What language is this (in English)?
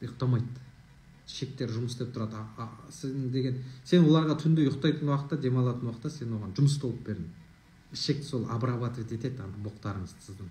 Kazakh